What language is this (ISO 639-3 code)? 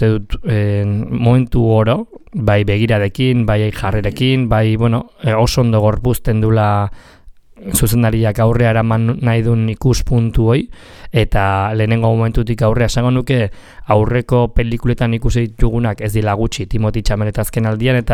eus